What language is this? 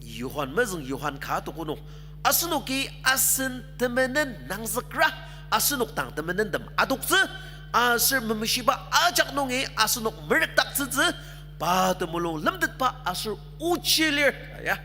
Ao Naga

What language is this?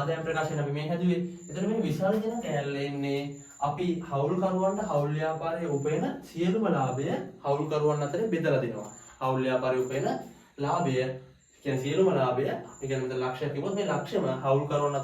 Sinhala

